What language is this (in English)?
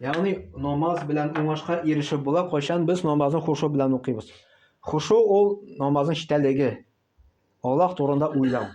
Tatar